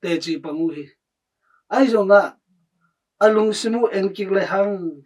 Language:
Tedim Chin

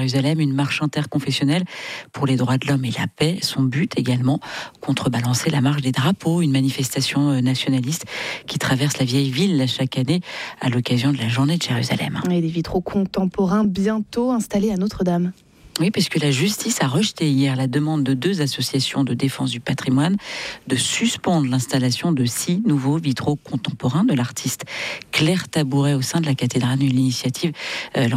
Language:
French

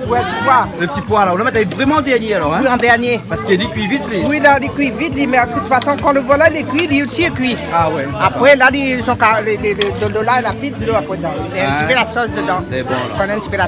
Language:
Réunion Creole French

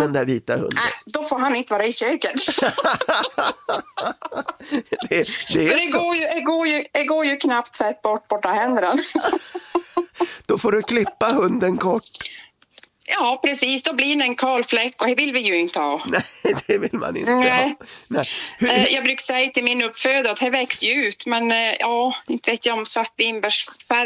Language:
Swedish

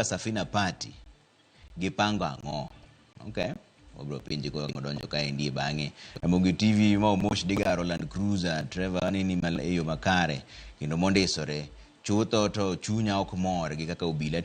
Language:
Luo (Kenya and Tanzania)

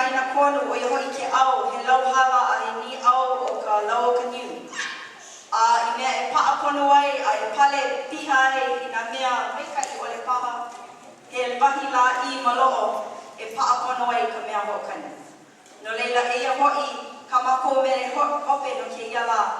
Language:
Hawaiian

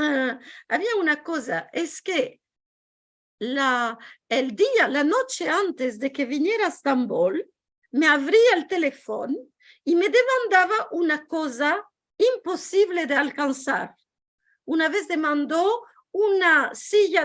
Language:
Ladino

